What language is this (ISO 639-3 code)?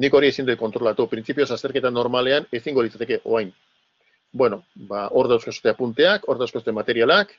eus